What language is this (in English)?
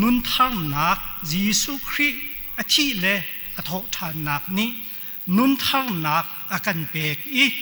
Hakha Chin